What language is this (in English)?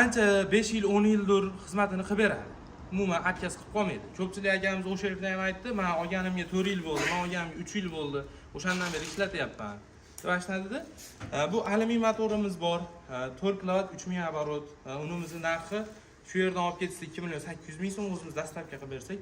Uzbek